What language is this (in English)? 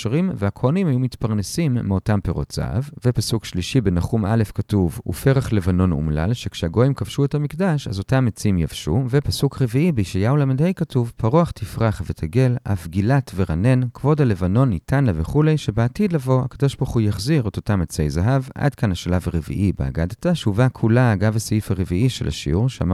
Hebrew